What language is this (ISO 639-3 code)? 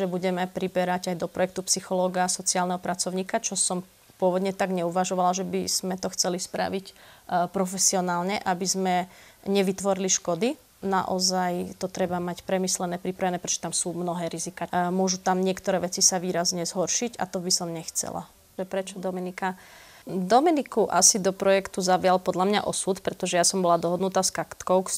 slk